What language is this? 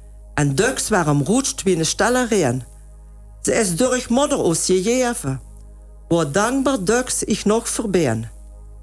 Limburgish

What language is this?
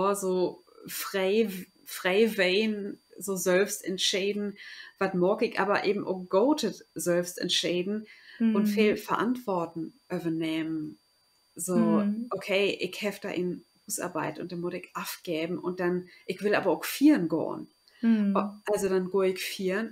Low German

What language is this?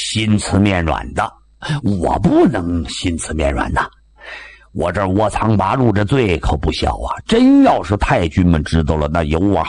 Chinese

